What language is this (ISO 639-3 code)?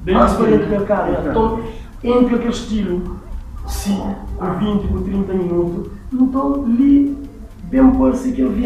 kea